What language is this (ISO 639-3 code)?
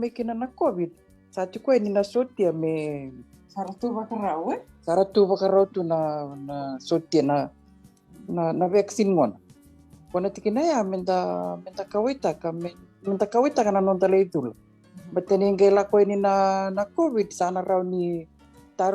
fij